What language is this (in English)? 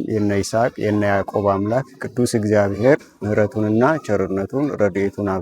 Amharic